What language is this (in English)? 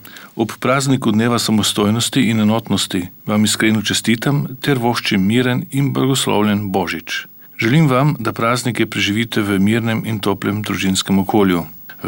Slovenian